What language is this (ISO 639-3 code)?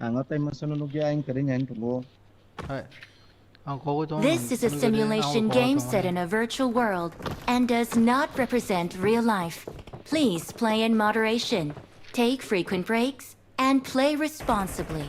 trp